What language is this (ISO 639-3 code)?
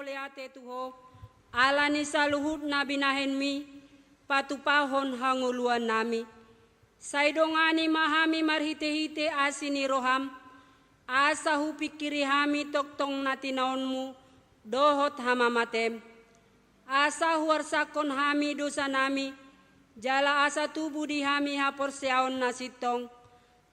bbc